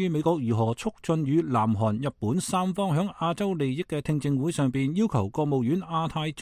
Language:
Cantonese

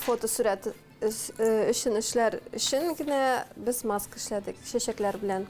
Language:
Tatar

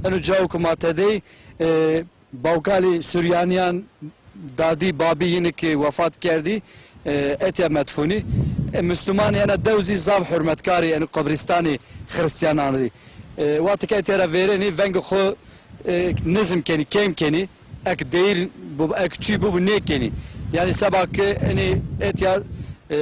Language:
Zaza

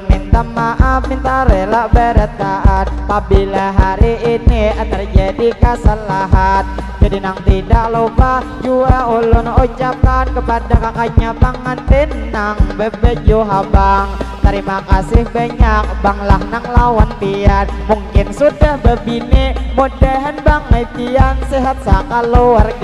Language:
Banjar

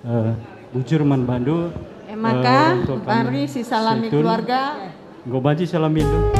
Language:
Batak Karo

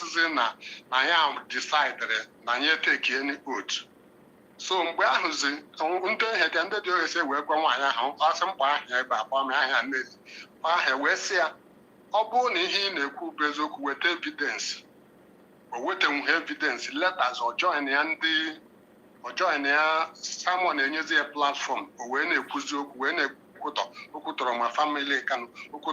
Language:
Igbo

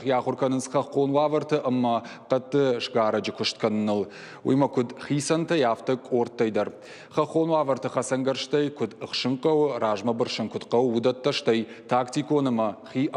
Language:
Ossetic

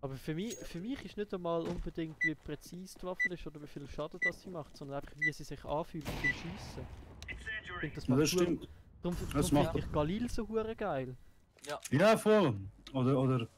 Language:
Swiss German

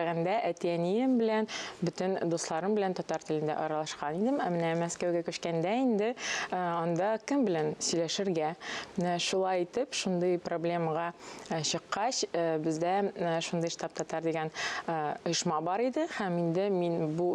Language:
Tatar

